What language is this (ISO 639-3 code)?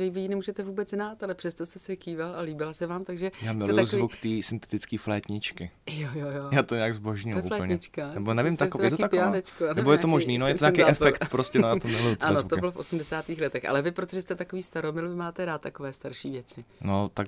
ces